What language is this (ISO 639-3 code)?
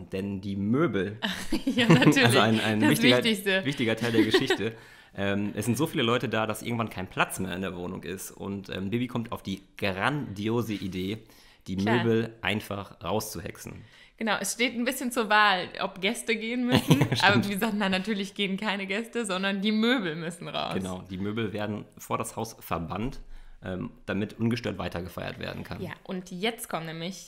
deu